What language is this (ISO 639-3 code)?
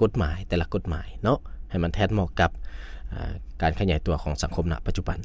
lao